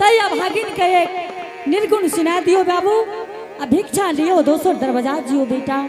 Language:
Angika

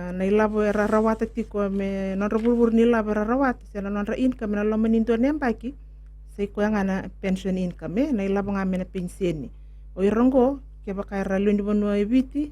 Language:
Fijian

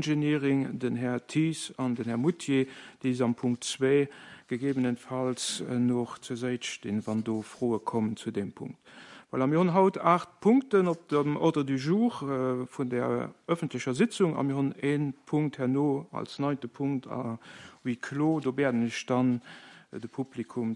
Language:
Luxembourgish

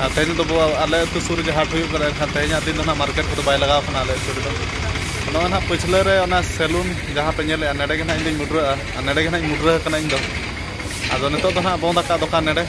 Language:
Santali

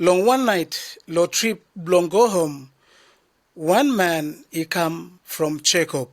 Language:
Bislama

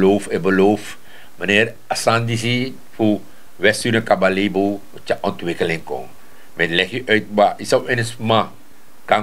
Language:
Sranan Tongo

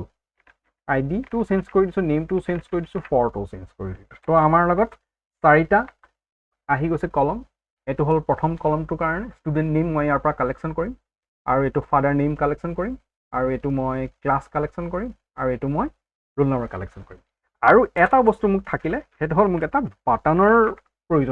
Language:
Assamese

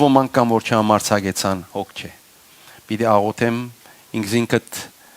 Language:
Western Armenian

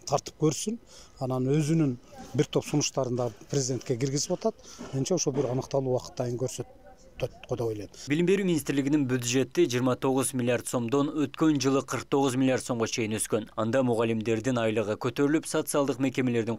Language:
Kyrgyz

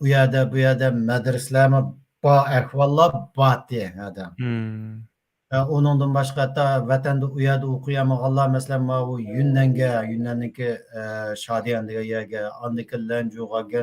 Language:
Uyghur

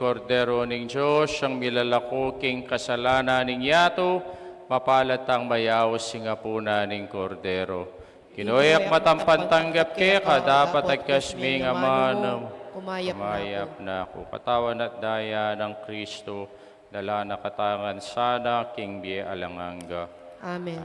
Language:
Pampanga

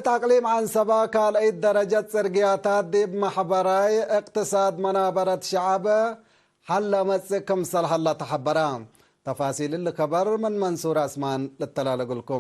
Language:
Tigre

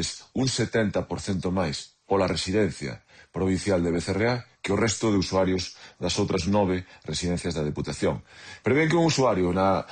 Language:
Galician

